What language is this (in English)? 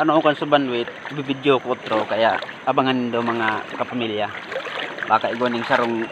Bikol